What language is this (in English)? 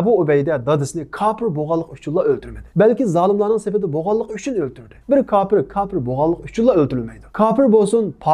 Uyghur